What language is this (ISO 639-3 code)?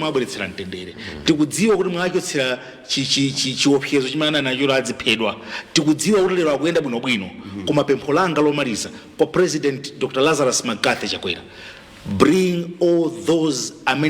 nya